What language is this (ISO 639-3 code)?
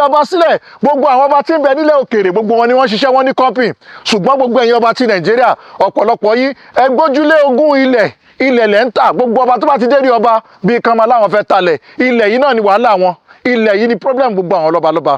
yor